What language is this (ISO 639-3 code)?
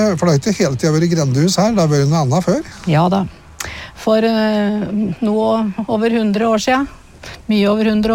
nor